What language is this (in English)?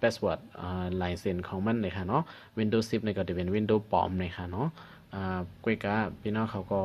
Shan